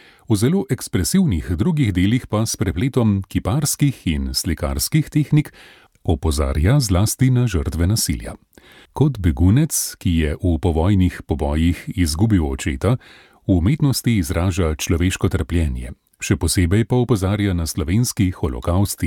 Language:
Slovenian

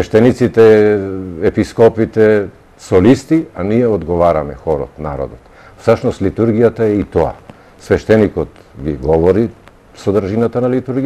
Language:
Macedonian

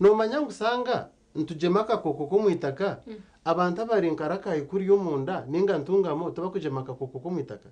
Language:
Nyankole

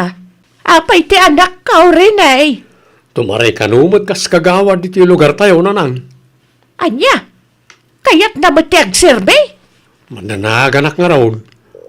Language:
Iloko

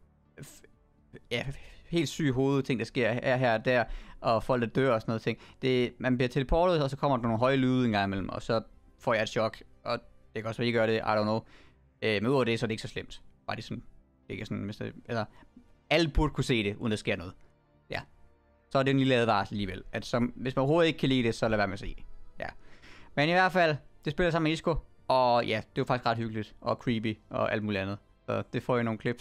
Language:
Danish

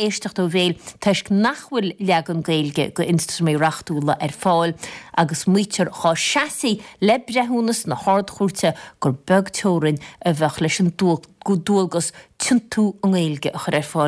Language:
Irish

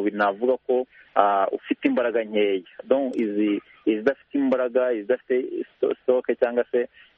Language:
Kinyarwanda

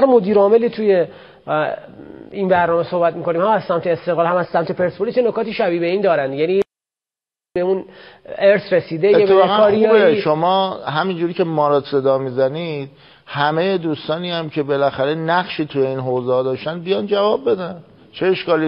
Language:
Persian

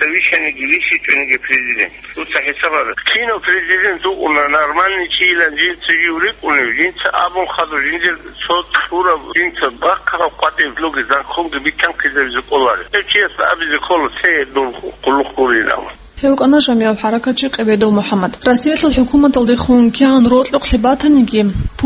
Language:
Avaric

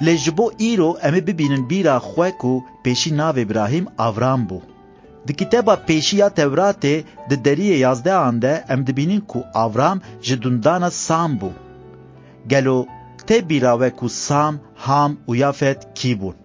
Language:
Kurdish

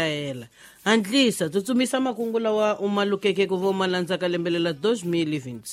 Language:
Tsonga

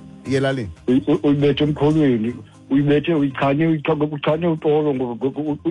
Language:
Xhosa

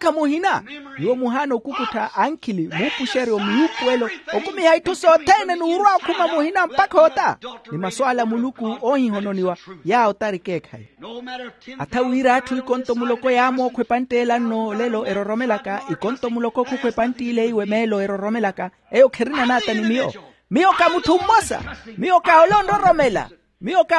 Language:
Makhuwa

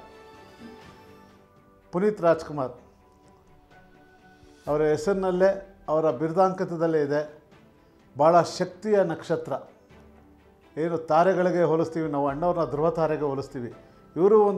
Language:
Kannada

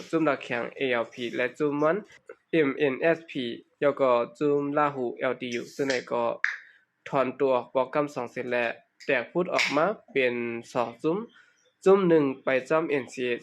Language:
Shan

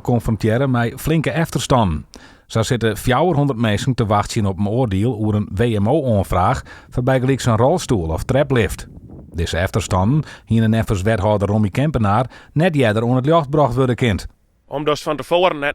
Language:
Western Frisian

